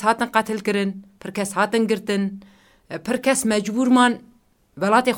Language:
Kurdish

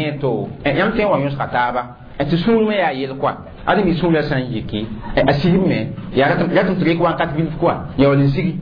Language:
Mossi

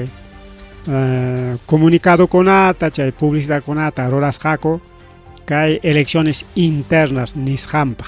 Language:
Ayacucho Quechua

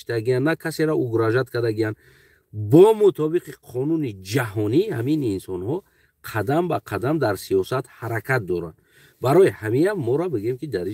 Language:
Tajik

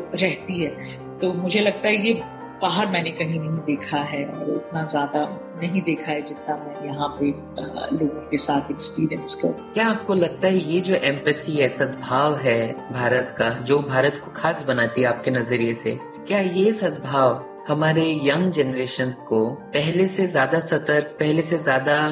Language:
Hindi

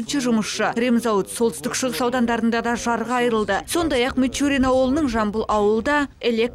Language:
Kazakh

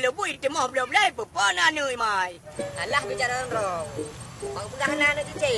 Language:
Achinese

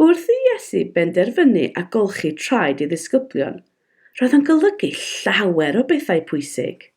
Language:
Welsh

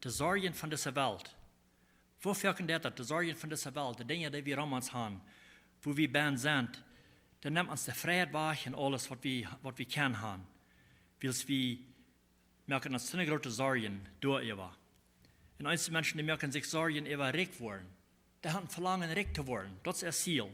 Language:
Plautdietsch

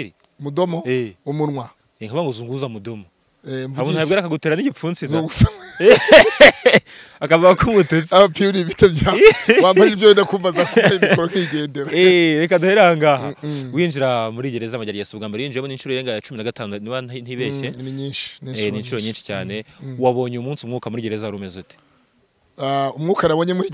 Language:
Kinyarwanda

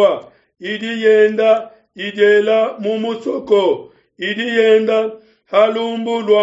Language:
Luba-Lulua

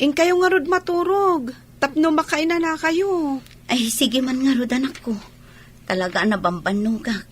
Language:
Iloko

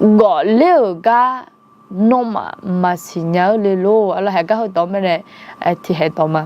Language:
Akha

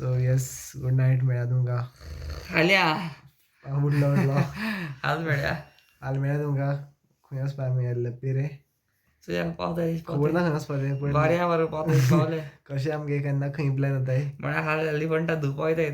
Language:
Konkani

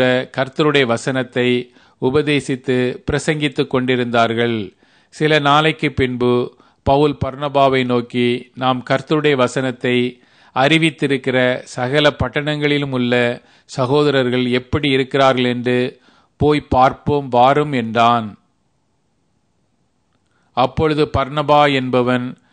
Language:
Tamil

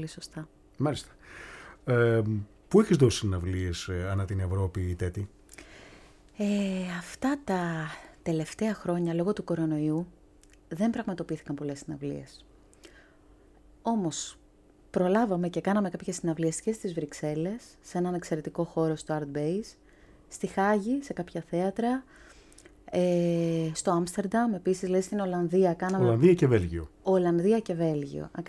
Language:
Greek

